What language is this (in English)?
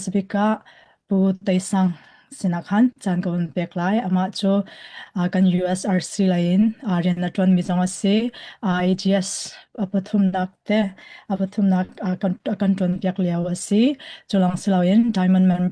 Hakha Chin